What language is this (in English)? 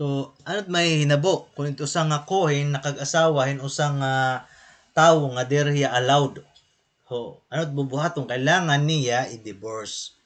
Waray